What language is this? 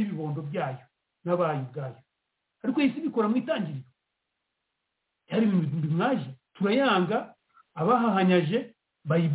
Kinyarwanda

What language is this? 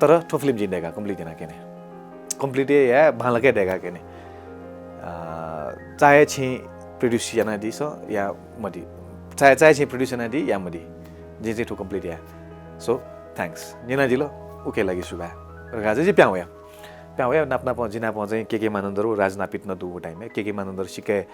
Newari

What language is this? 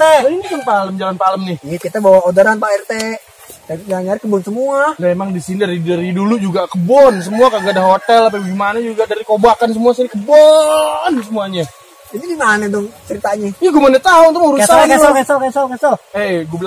Betawi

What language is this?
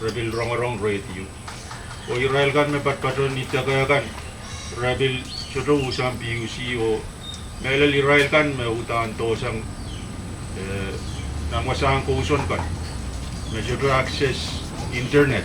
Pohnpeian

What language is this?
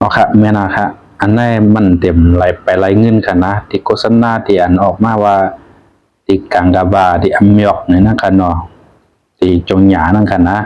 Shan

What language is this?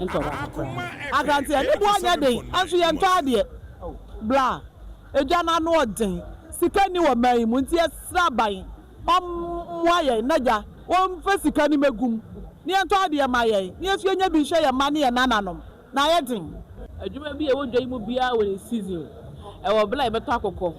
Akan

